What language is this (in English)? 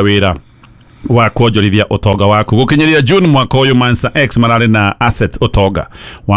Kikuyu